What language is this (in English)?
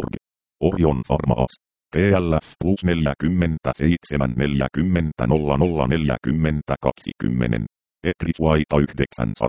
Finnish